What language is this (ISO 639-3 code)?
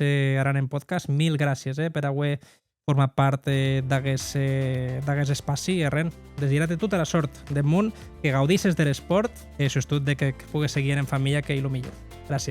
oci